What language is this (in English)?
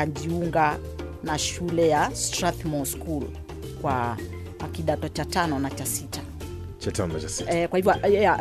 Swahili